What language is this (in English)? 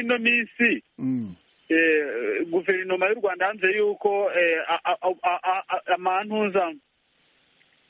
Kinyarwanda